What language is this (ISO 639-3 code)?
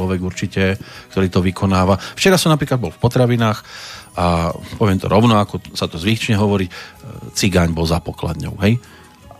slk